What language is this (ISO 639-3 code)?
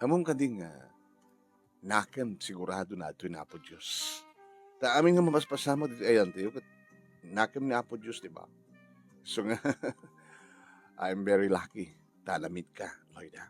ilo